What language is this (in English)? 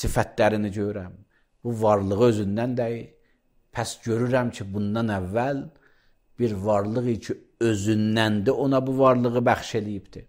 Azerbaijani